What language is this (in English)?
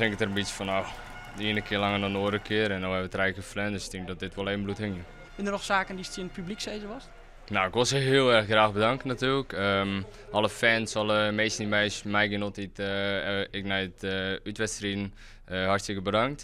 Western Frisian